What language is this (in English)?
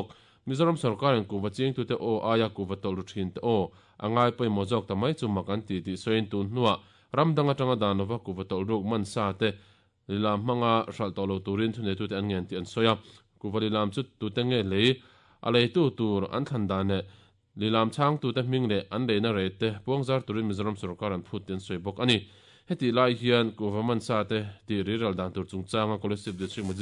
Mizo